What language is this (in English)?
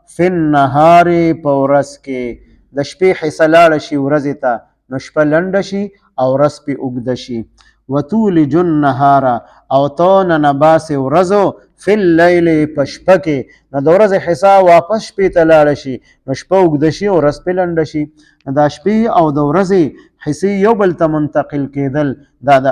Pashto